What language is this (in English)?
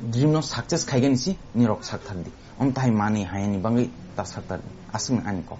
Kok Borok